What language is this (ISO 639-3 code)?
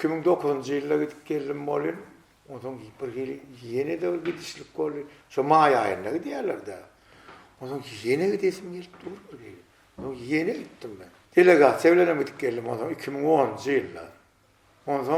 tuk